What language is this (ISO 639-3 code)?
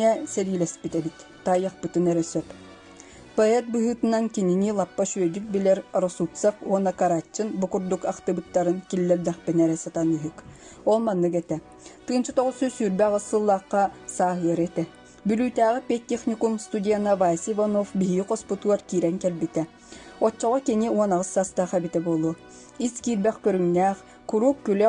sah